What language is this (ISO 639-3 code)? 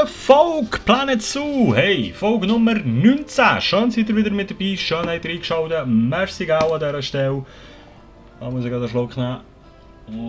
gsw